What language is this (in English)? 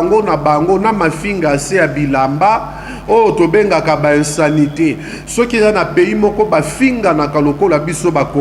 Lingala